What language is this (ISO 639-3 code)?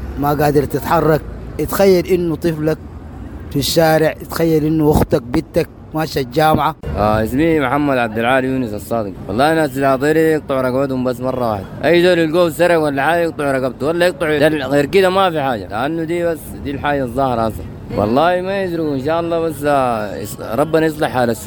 apd